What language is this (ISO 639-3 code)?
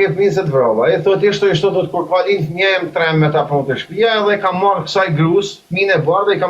sqi